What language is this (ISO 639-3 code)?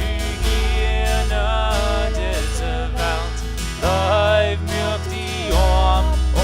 pdt